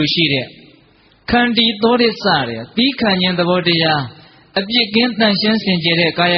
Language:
Burmese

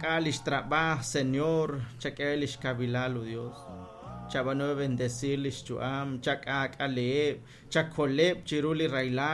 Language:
Kekchí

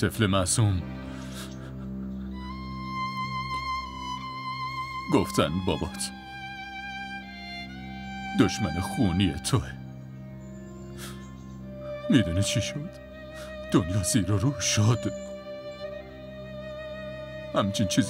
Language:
Persian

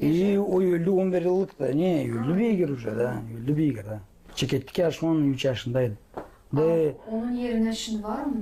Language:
Gagauz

